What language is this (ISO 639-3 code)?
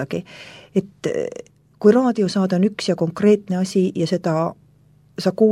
est